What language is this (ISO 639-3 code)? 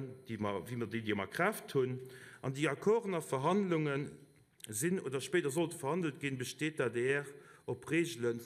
ltz